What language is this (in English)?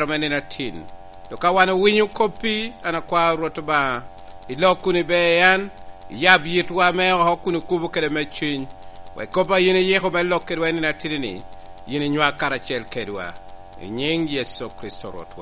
Lango (Uganda)